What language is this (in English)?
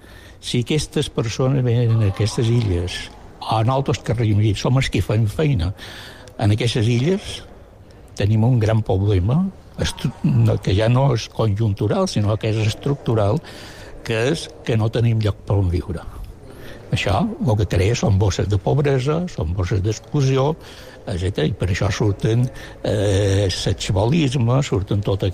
Catalan